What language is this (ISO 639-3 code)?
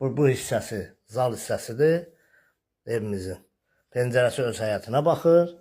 aze